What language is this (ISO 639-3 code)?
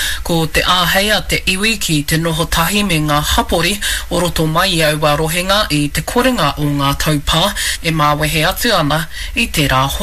mri